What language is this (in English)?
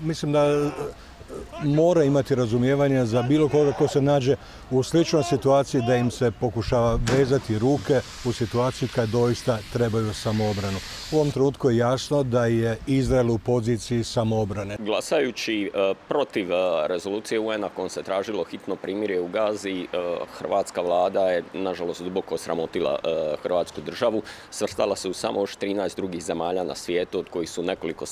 Croatian